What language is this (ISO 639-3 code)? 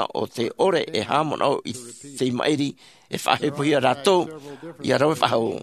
tah